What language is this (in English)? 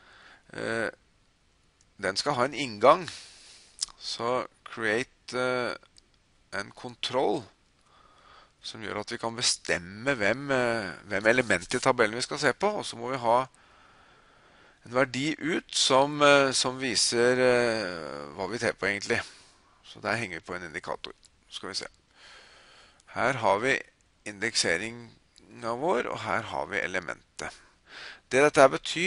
Norwegian